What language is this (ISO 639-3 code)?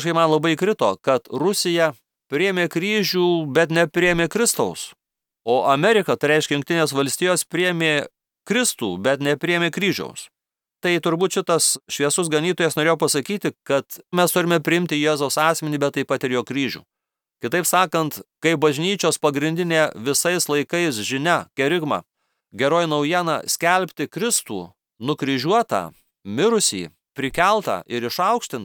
lit